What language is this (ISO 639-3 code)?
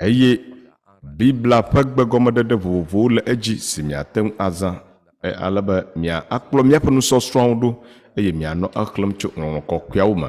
ewe